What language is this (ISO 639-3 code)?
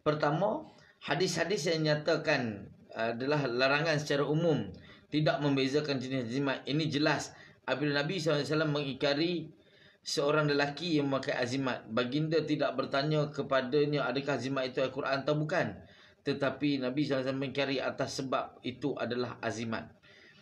msa